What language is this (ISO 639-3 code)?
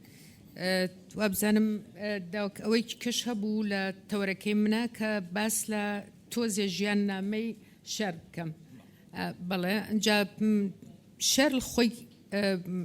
ckb